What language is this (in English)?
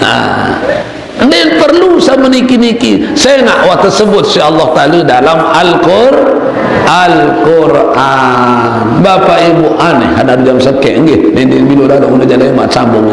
Sasak